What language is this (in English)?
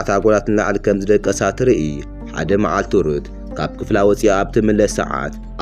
Tigrinya